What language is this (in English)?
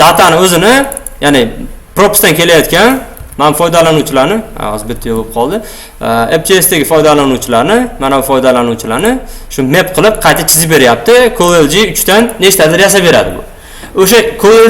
Uzbek